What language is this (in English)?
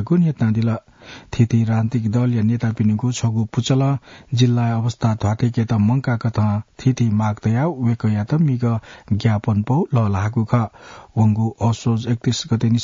Newari